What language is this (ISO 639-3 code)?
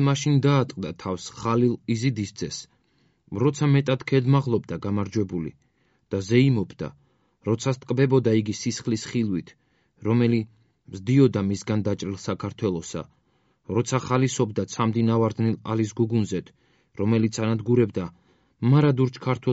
kat